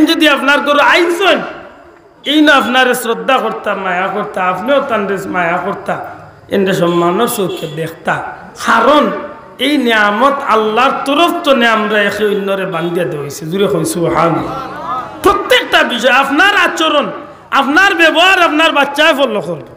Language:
Sylheti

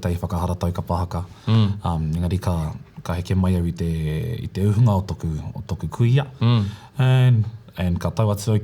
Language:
Māori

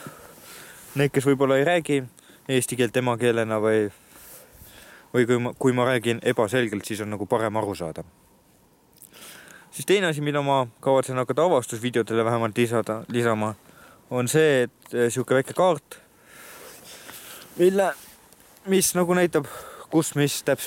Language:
Estonian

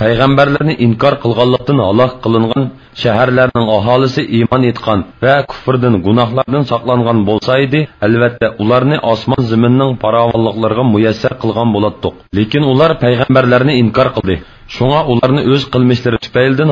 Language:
Uyghur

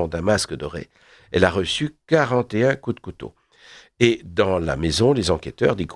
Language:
French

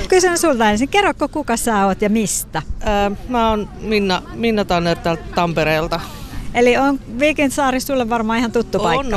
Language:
Finnish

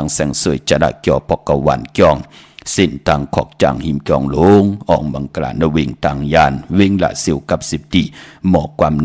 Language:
Shan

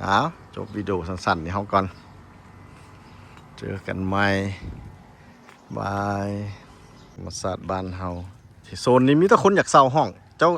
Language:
Lao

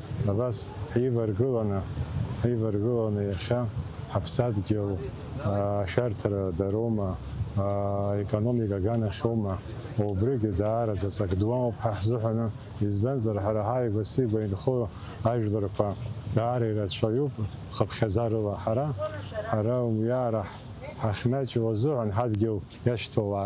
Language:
Abkhazian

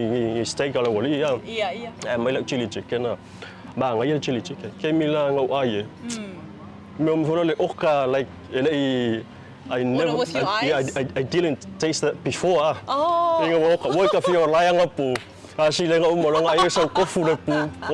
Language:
Samoan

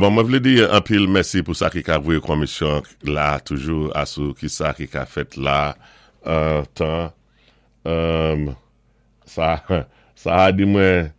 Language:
Saint Lucian Creole French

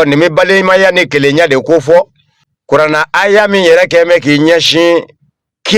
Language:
Bambara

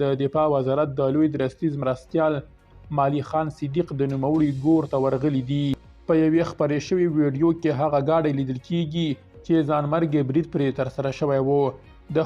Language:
Pashto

